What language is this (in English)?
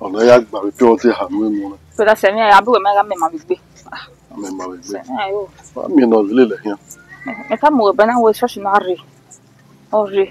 Bini